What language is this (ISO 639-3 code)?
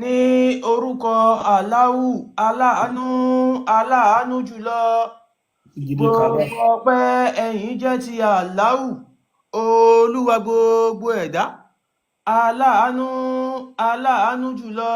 yor